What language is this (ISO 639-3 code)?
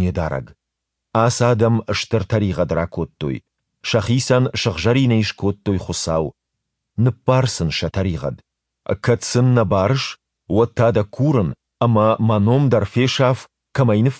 oss